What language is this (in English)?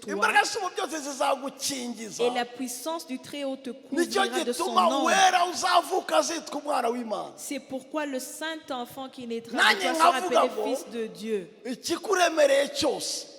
Kinyarwanda